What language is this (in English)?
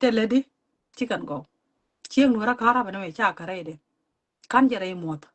Nuer